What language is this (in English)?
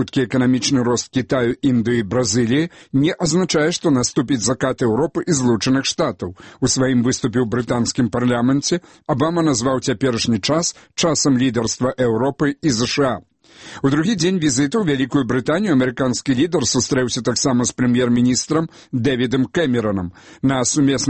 Belarusian